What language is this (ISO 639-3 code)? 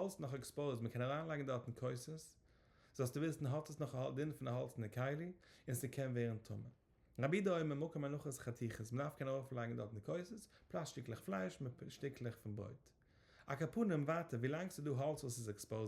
yid